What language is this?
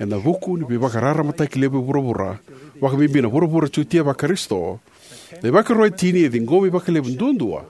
Fijian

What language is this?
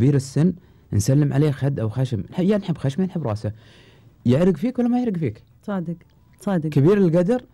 Gulf Arabic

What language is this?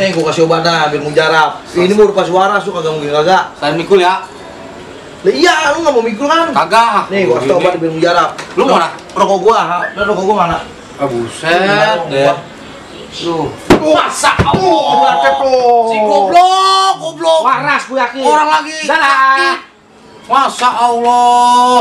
Betawi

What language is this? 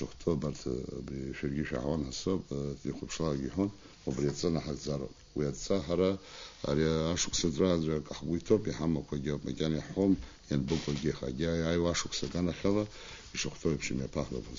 Abkhazian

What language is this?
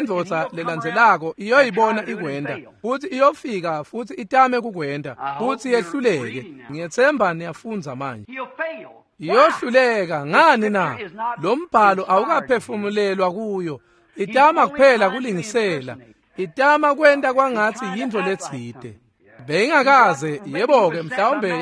Swati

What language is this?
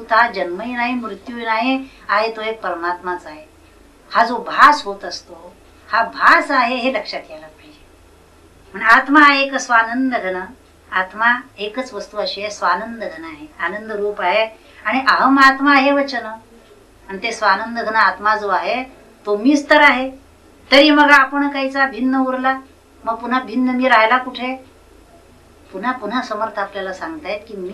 Marathi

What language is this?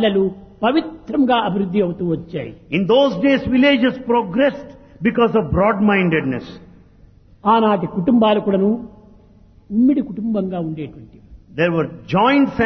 Telugu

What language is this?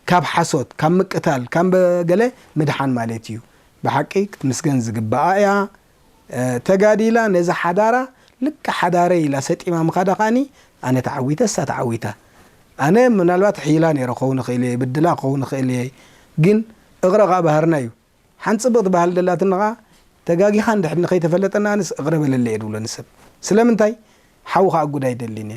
Tigrinya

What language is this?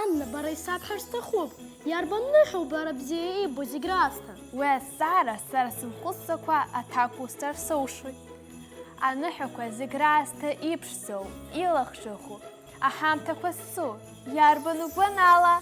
Abkhazian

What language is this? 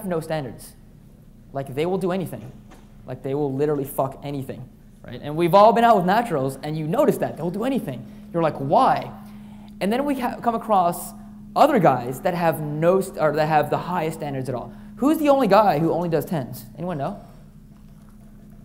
English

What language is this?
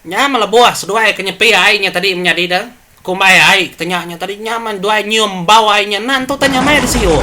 Iban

